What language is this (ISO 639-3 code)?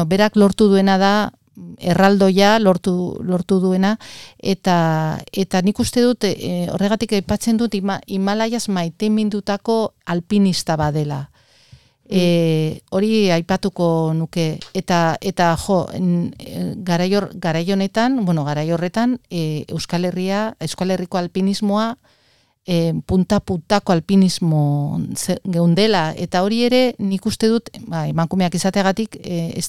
eus